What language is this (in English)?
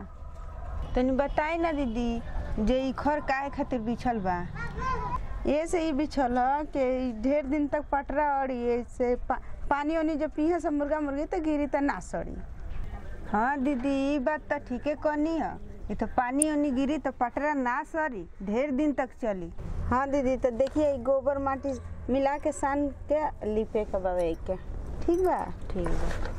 Bhojpuri